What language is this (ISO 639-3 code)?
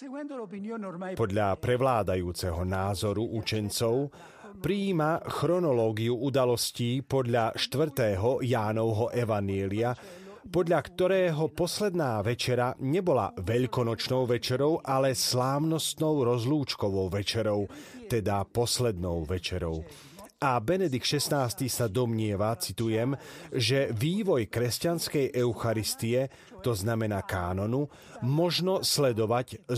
slk